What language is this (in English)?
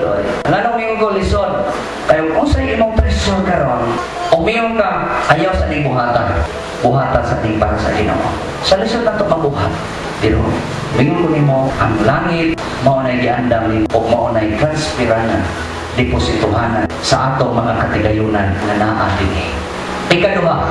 Cebuano